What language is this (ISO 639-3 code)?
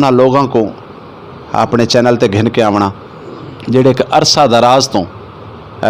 skr